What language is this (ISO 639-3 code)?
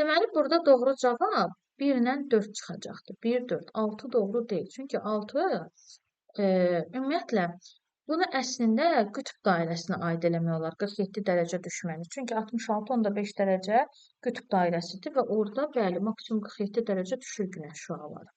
aze